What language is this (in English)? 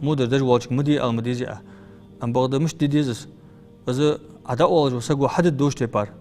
Ingush